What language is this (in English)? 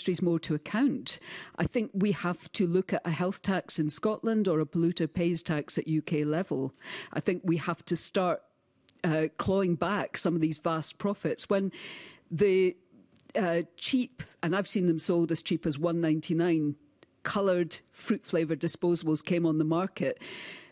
English